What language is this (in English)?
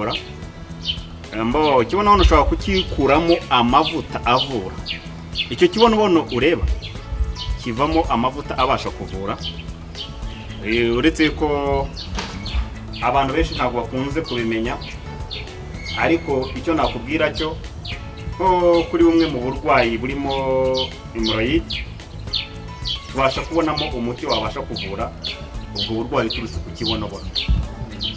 Kinyarwanda